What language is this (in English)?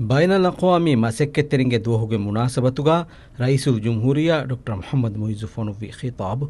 Divehi